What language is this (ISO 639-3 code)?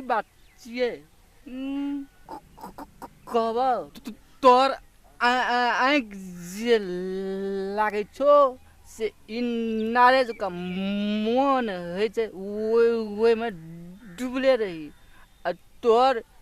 mai